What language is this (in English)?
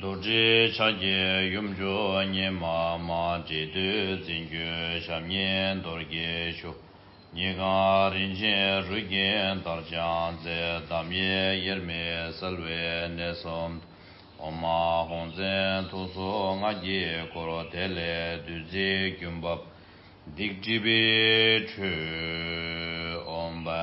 Tibetan